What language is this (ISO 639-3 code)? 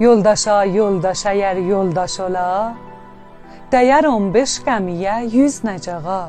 azb